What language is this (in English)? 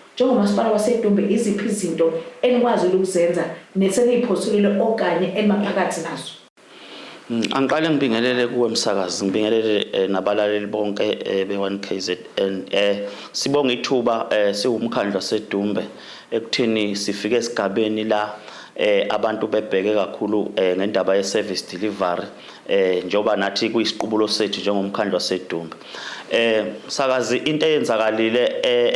Zulu